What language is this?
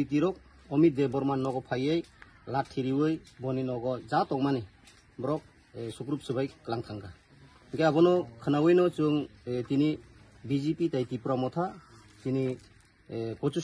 Kok Borok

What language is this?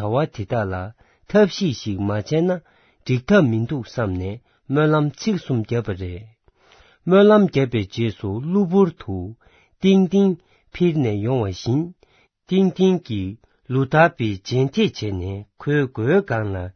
Tibetan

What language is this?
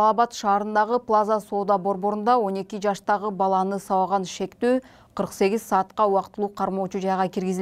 Kyrgyz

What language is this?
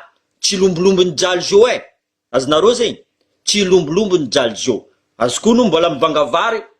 Malagasy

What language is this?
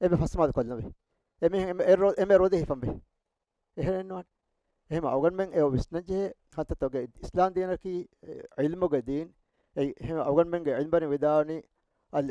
Divehi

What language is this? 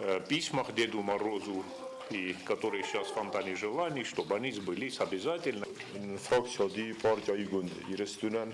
Ossetic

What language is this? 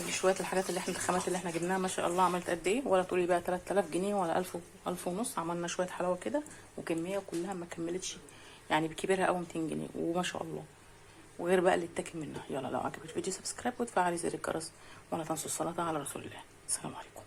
Egyptian Arabic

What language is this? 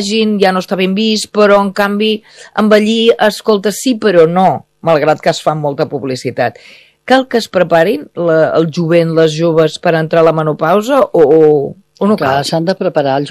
Catalan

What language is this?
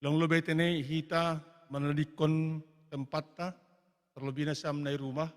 Batak Simalungun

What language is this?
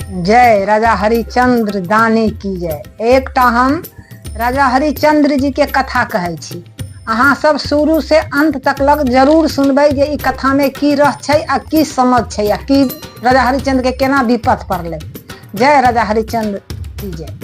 Maithili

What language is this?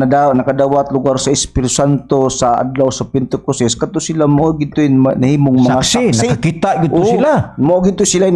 Cebuano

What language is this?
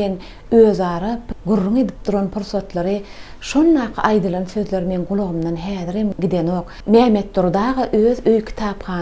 Turkmen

